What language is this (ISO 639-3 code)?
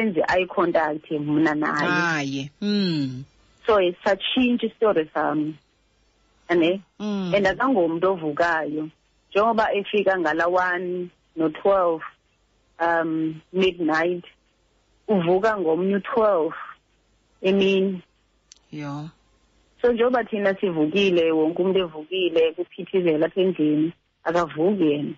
xho